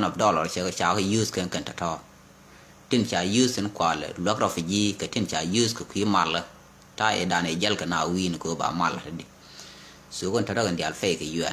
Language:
Nuer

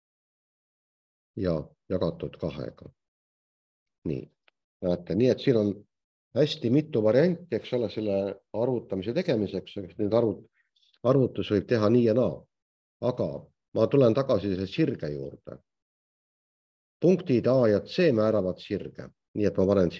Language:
Estonian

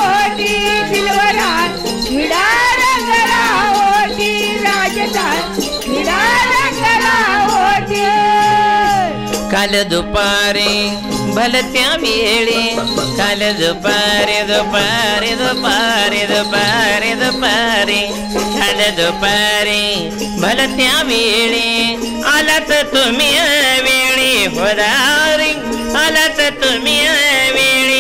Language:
Marathi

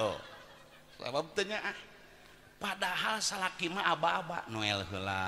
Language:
Sundanese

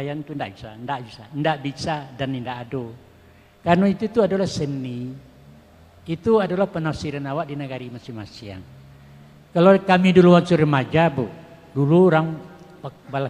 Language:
Minangkabau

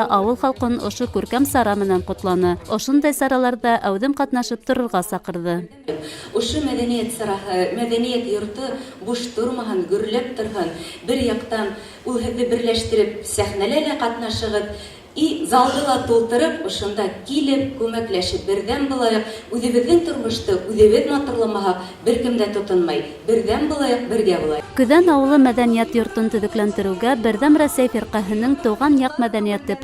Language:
Bashkir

